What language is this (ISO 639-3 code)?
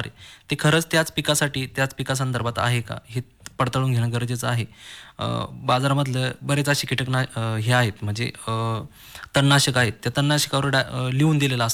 mar